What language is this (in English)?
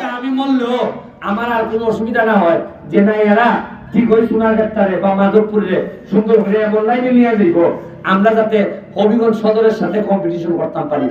Sylheti